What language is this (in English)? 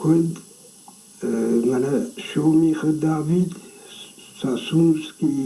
Ossetic